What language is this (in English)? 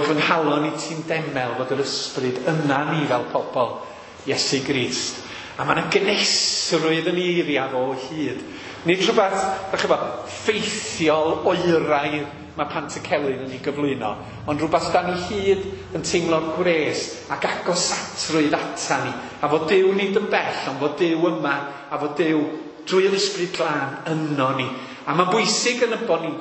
Welsh